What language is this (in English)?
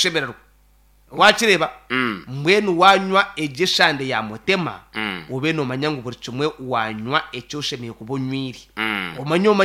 Nyankole